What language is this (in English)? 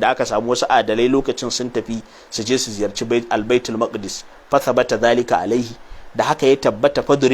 Hausa